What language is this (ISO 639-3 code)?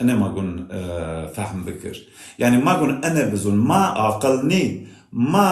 zza